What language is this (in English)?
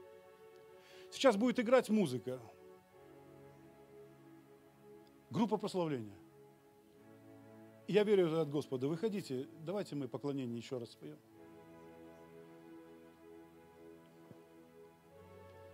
Russian